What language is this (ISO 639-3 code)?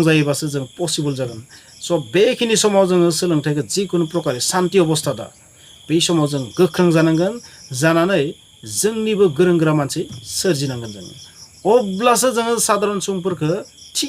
brx